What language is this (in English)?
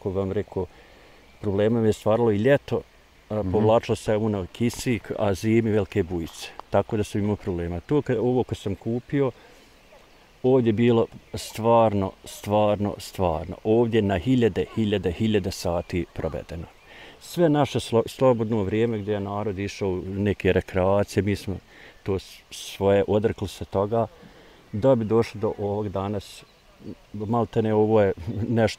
Bosnian